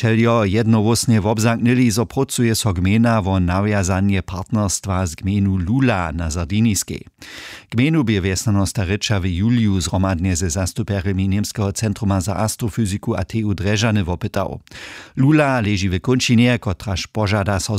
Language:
Upper Sorbian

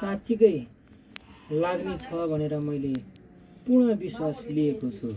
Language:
Nepali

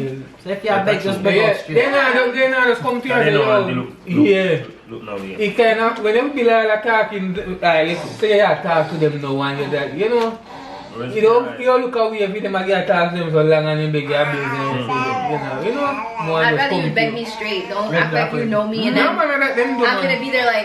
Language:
Jamaican Creole English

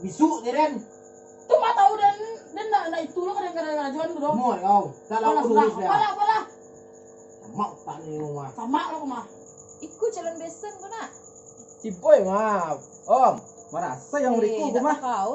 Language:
Minangkabau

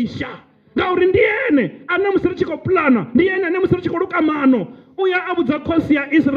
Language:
Venda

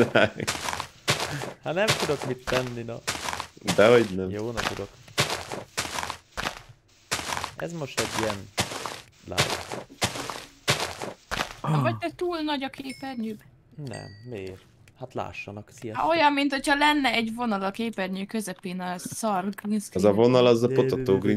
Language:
Hungarian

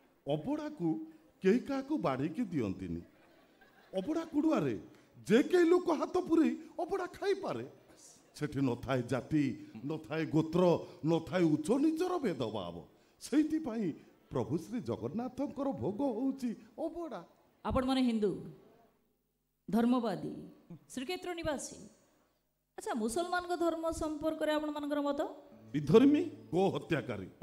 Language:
Odia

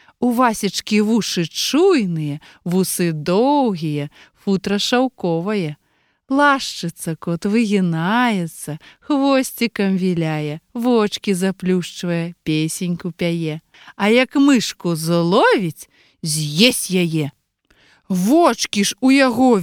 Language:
Belarusian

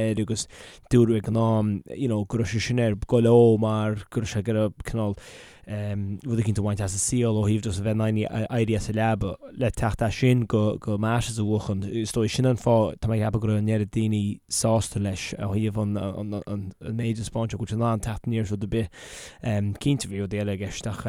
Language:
Irish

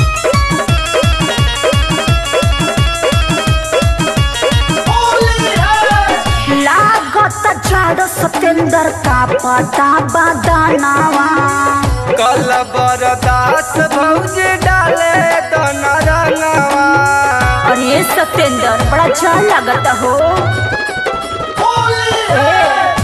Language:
Bhojpuri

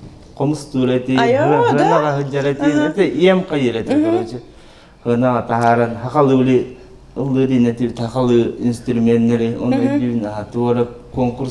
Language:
Yakut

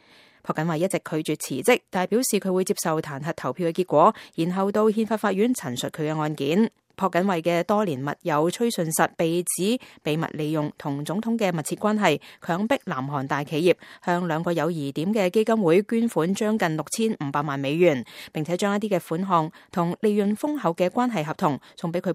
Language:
Cantonese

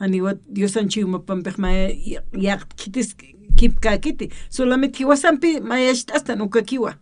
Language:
Aymara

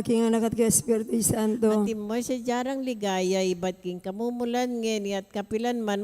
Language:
Pampanga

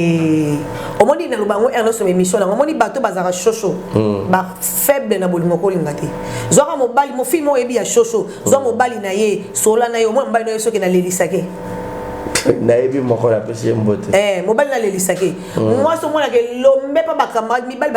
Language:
Lingala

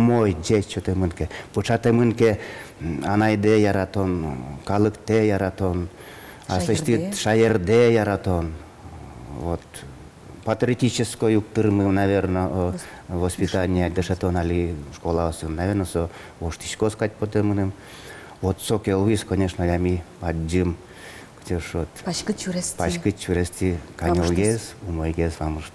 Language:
Udmurt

